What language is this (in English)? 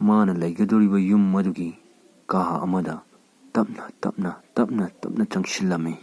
Manipuri